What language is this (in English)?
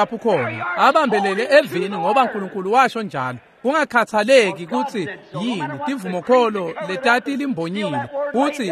Swati